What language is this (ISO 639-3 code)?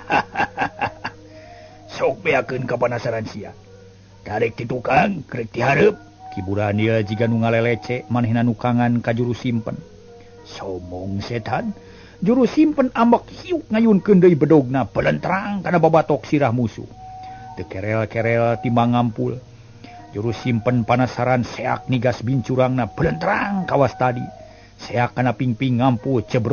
sun